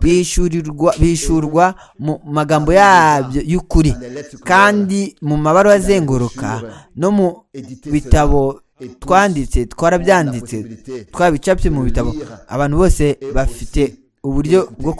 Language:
Kinyarwanda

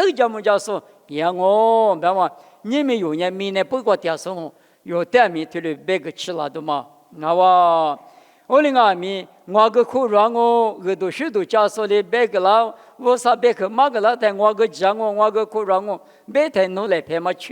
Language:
Lisu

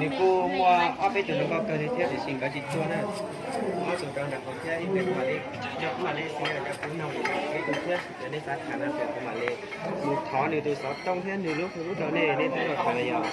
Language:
Hmong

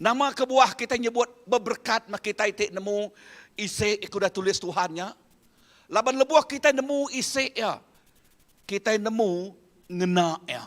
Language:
Iban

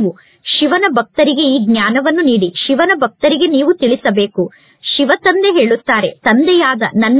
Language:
Kannada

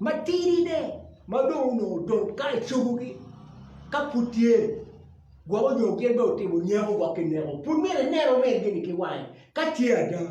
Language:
Acoli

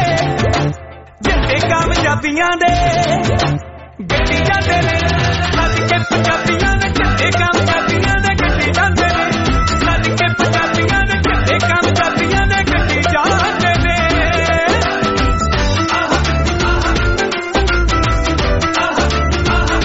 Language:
Punjabi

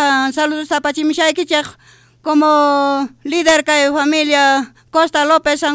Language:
South Bolivian Quechua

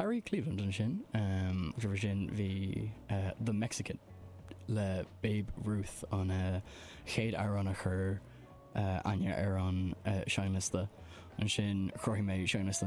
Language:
Irish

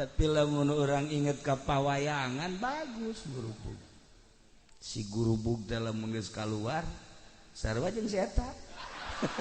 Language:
Sundanese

